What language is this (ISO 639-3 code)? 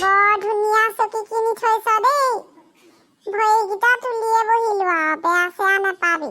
asm